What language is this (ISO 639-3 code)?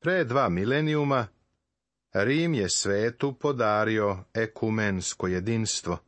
srp